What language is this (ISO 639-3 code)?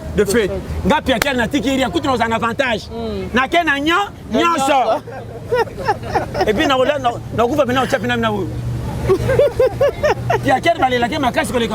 lin